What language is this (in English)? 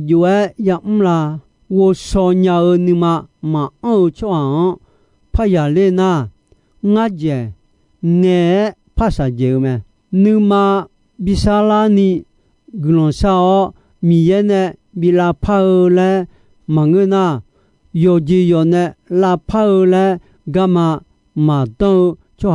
Akha